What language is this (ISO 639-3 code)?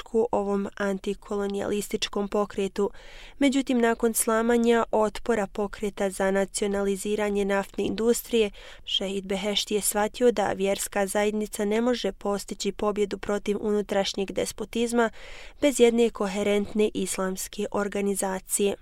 bos